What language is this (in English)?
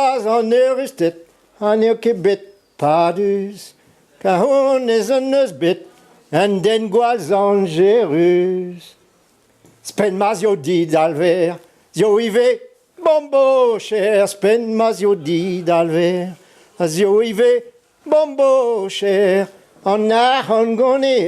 Breton